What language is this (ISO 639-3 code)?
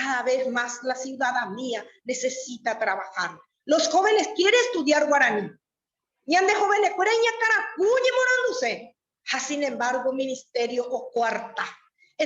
grn